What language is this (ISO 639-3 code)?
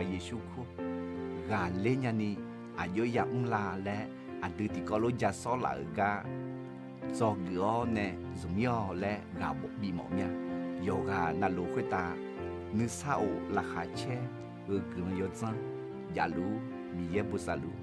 ahk